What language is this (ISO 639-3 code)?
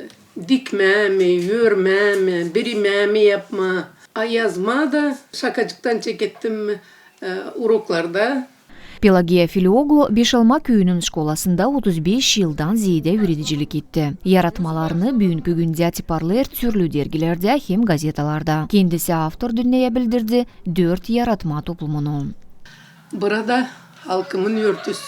gag